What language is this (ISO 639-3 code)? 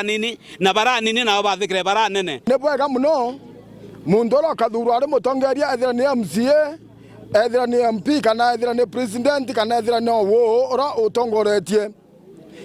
mer